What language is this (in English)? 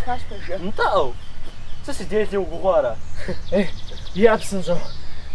Kabardian